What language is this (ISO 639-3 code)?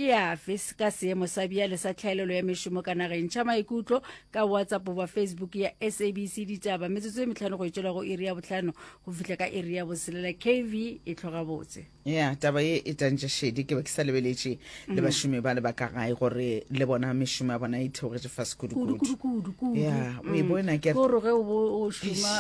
nso